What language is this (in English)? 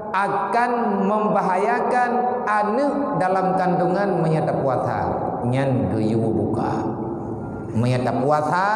Achinese